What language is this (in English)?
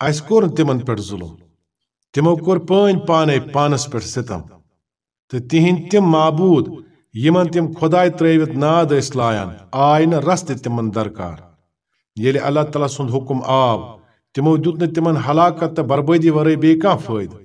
Kashmiri